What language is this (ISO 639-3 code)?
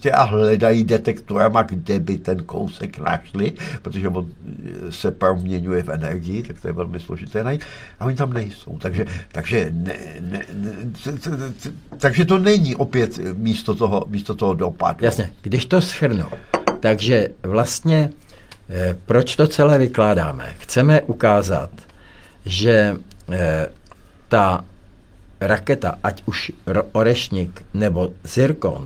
ces